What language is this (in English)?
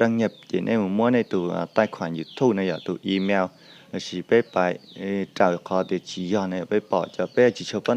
Hmong